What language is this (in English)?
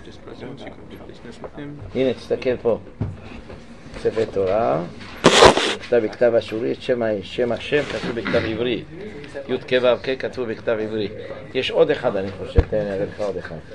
Hebrew